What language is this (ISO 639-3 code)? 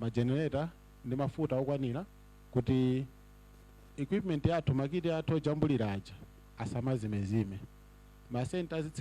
nya